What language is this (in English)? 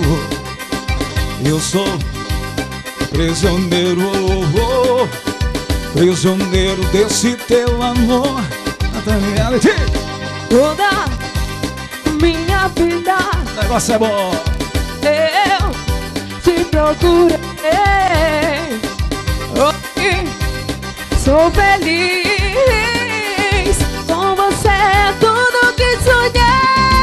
Portuguese